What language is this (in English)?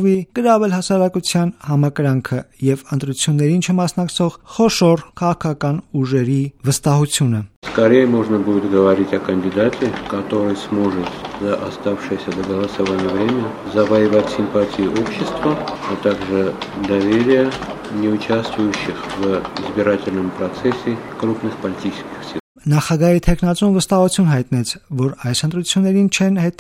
Armenian